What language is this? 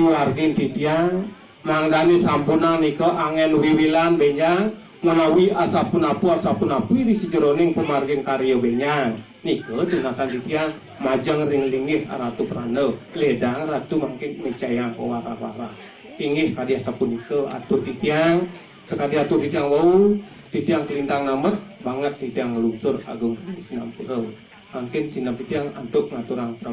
Balinese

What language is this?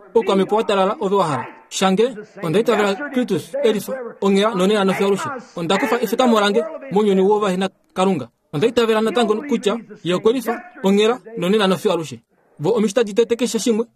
Kuanyama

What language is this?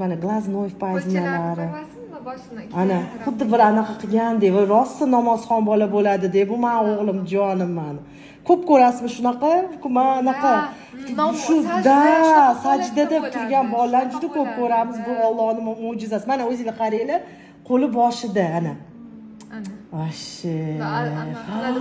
Uzbek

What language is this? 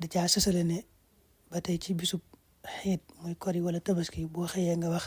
Wolof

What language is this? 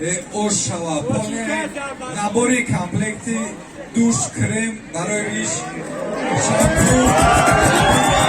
Tajik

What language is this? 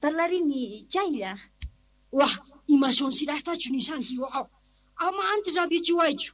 Quechua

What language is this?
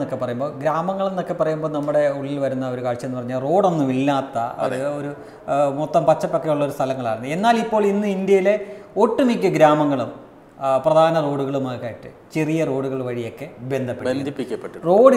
Malayalam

